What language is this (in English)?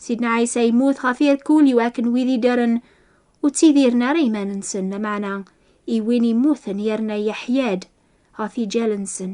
Kabyle